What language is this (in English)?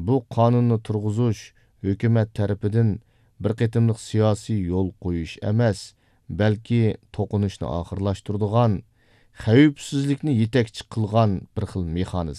Uyghur